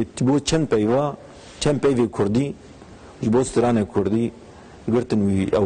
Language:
Kurdish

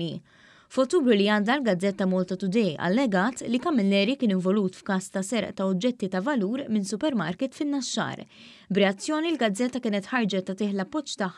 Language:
Maltese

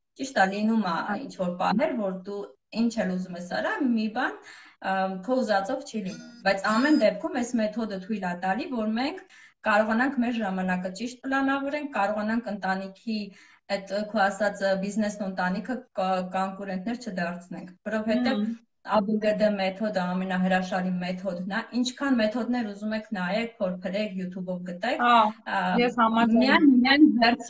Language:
Armenian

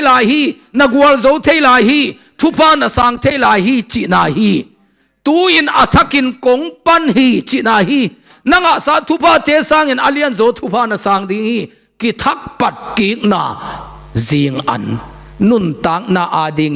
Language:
Tedim Chin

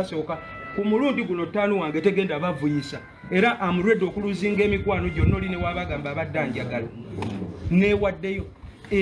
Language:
Ganda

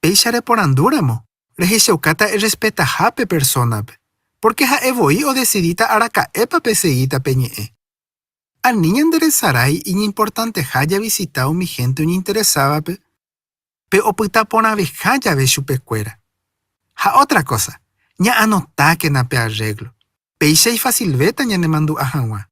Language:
Guarani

